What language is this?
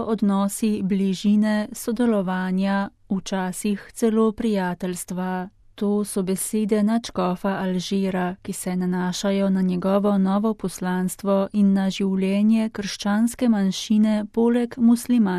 Slovenian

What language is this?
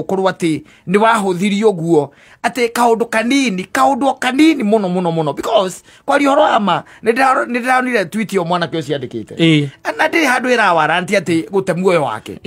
Kikuyu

